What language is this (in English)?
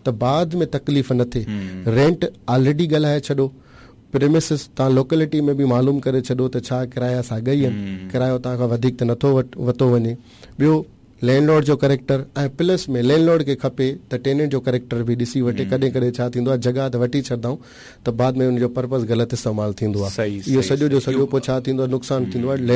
Sindhi